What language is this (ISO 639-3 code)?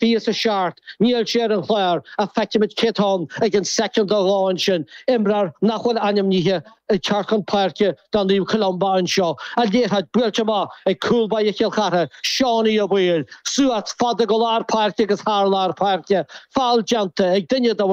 gle